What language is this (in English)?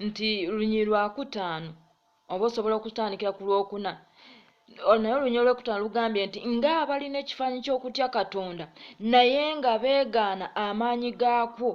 Ganda